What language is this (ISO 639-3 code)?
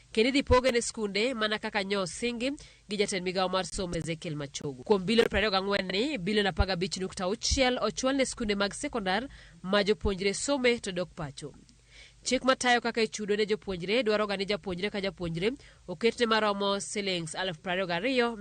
luo